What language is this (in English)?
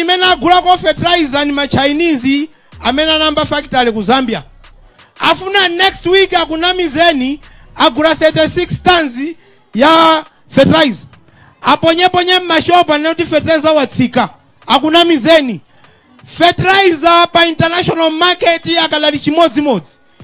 Nyanja